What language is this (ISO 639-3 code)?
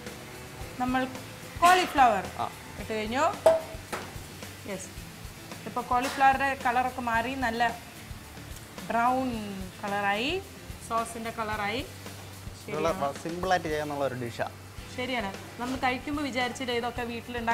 mal